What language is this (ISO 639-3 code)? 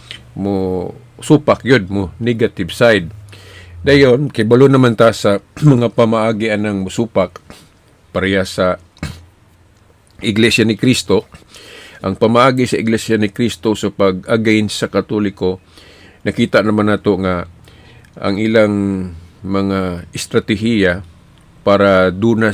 ceb